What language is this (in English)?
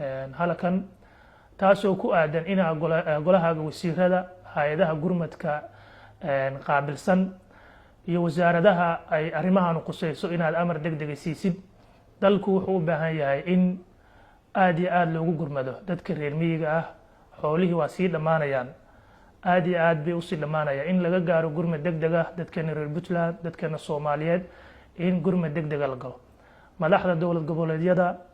Somali